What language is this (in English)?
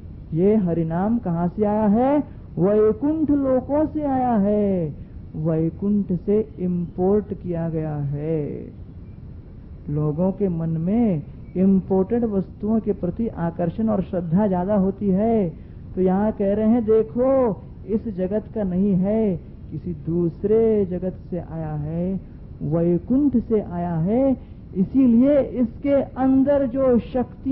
Hindi